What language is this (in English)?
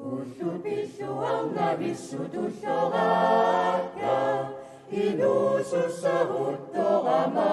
Kalaallisut